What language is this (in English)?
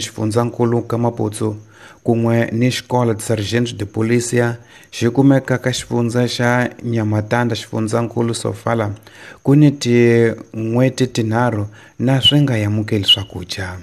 Tsonga